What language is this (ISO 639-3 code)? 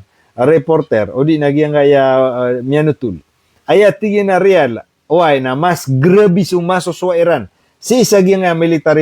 mrw